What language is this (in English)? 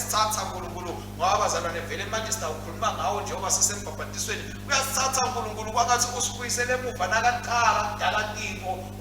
Swati